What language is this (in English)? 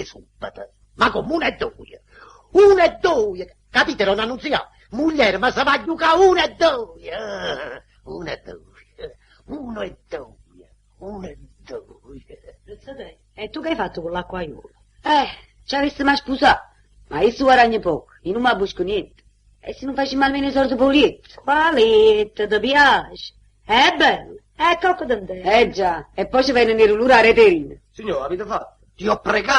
Neapolitan